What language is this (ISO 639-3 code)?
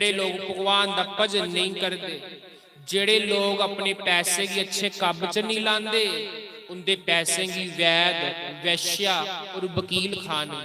doi